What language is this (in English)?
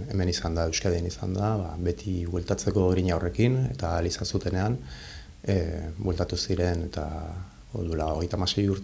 Basque